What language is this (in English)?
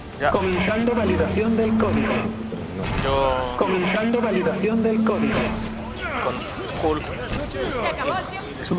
Spanish